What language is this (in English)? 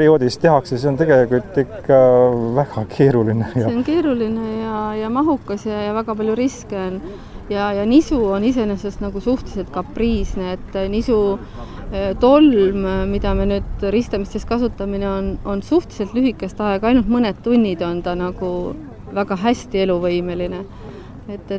Estonian